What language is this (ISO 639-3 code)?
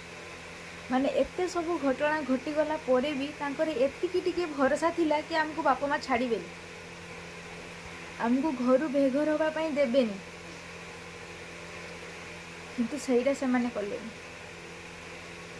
ori